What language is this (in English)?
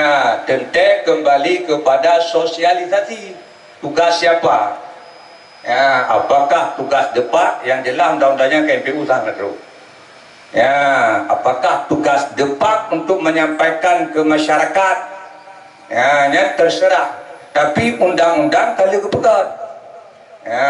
Achinese